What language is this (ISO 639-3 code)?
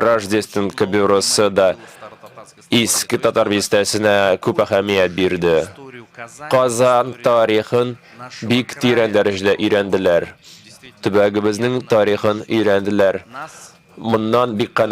tat